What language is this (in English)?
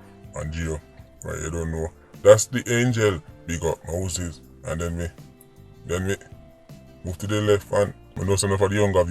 Jamaican Creole English